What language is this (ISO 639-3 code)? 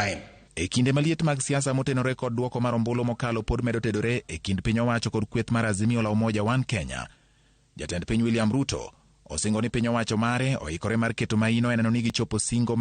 luo